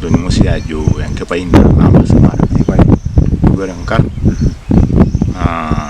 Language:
Masai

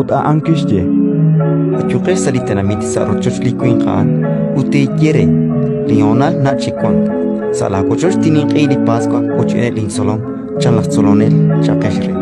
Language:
Kekchí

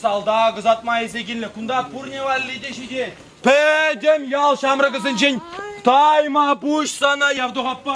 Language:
Chuvash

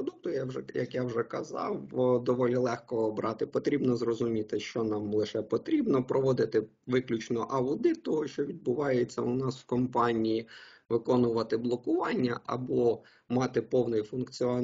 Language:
Ukrainian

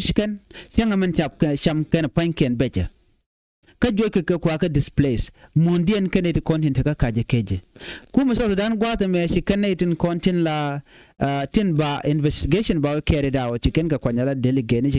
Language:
Nuer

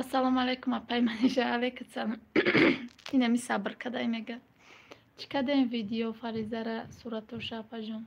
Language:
Tajik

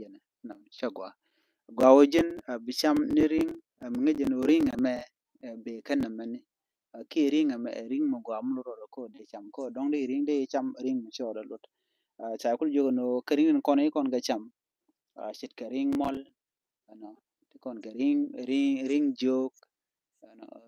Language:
Nuer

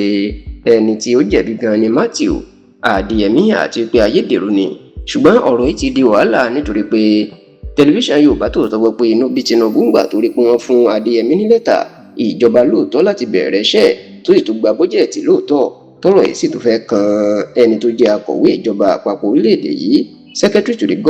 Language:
Yoruba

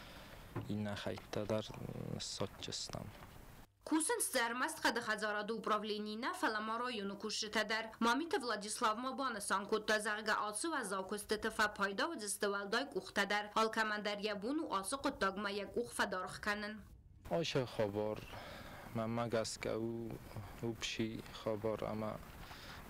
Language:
Ossetic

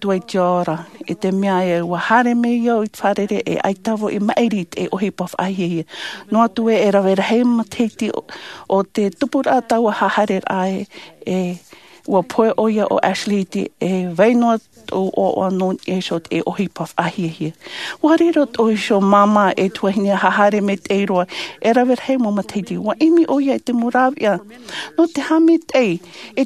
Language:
Tahitian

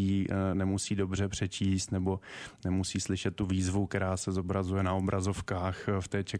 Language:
Czech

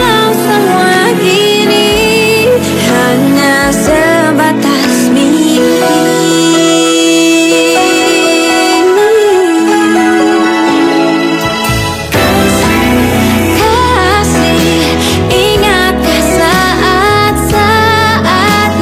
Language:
Indonesian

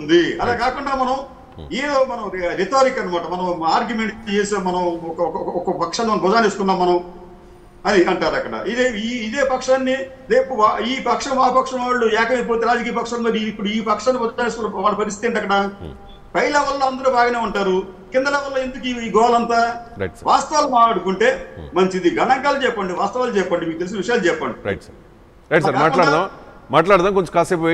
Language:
Telugu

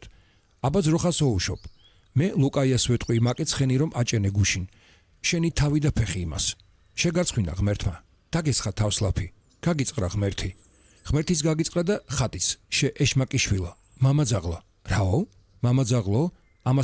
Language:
Georgian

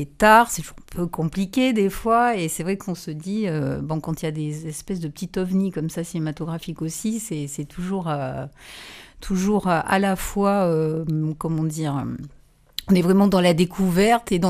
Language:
French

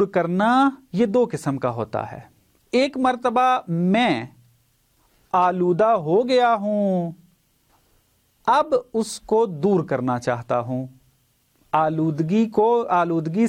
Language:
Urdu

